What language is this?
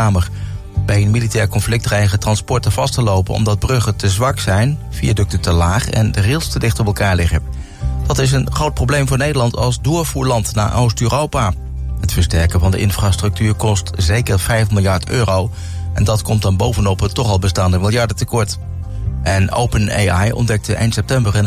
Dutch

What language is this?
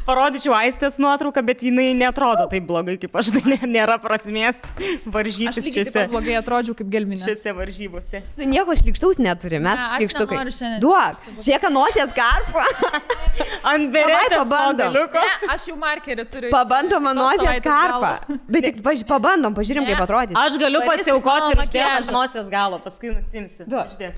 Lithuanian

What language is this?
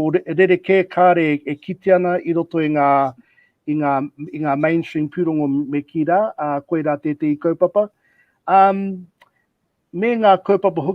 Māori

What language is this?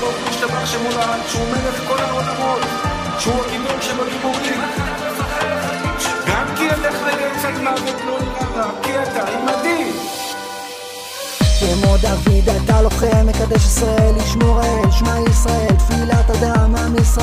Hebrew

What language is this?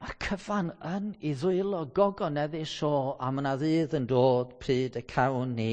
Welsh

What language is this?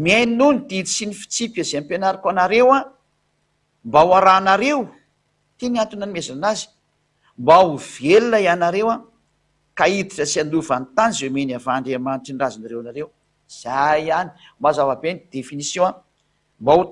Malagasy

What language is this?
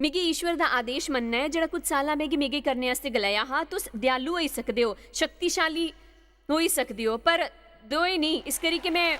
Dogri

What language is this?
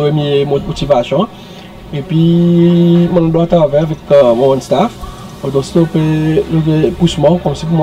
Seselwa Creole French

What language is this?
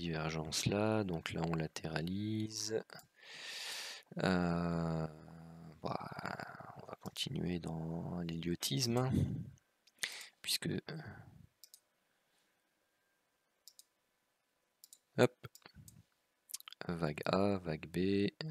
French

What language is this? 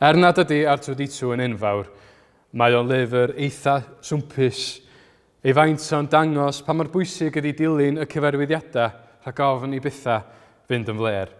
Welsh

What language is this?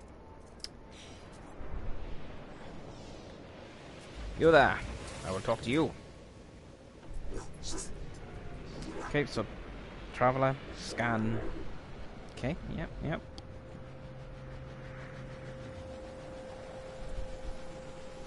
English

